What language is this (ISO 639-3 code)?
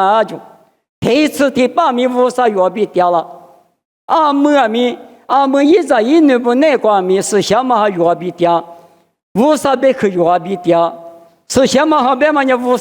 lis